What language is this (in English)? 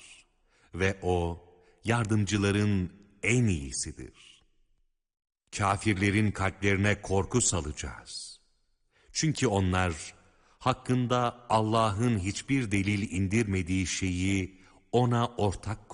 Turkish